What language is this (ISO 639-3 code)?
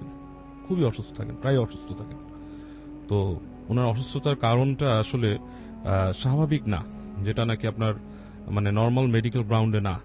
ben